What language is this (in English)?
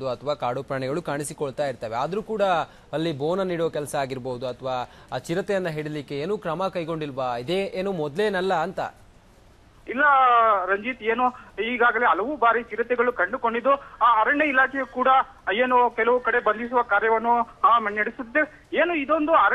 Kannada